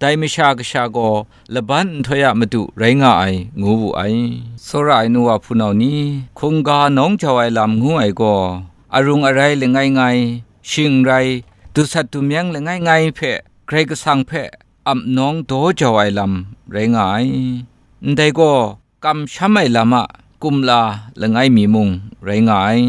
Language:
Kachin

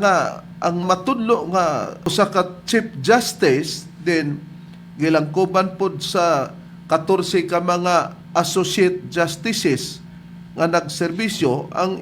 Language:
Cebuano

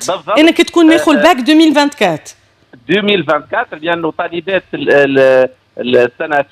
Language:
Tunisian Arabic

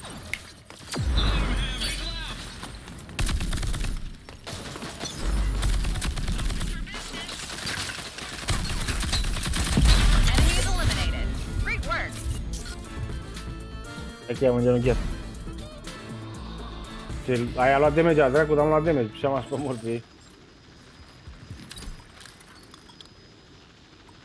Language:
Romanian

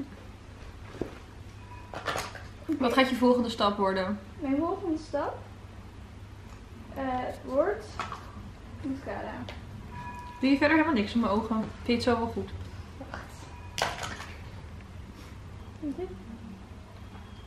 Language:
Dutch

